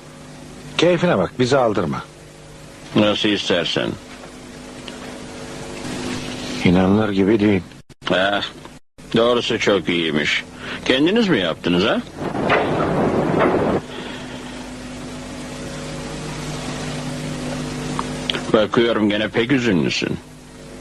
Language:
Turkish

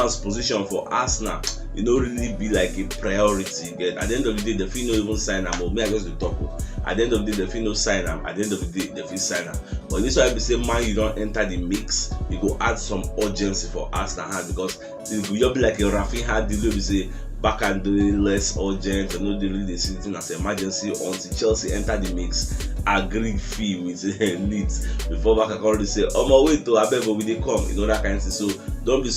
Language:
Nigerian Pidgin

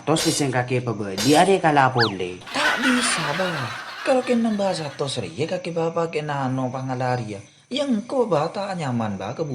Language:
Madurese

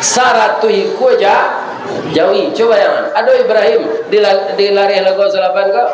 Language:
Minangkabau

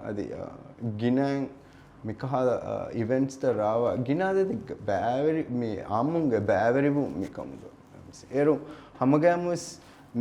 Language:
Divehi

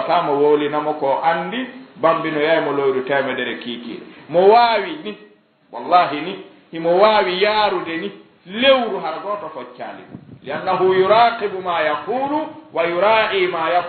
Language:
Fula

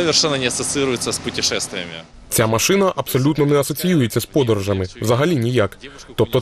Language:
Ukrainian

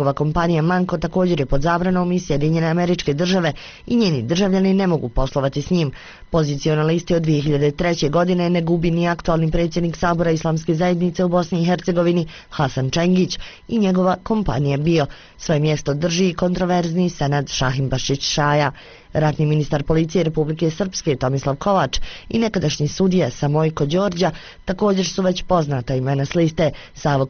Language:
Bosnian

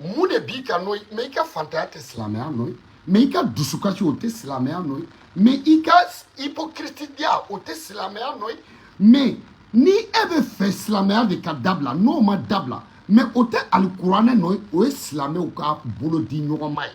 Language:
Bambara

